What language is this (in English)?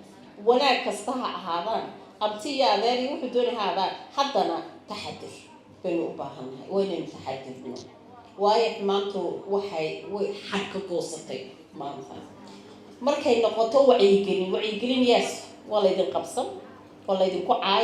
Somali